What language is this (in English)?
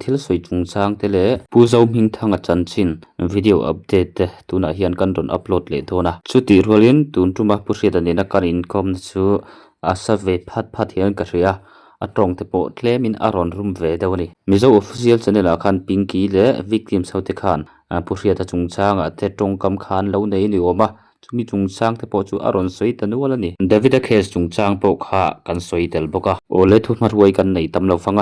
Mizo